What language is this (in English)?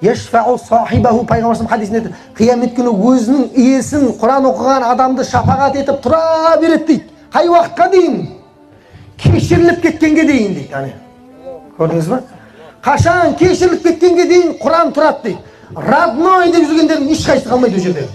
Kazakh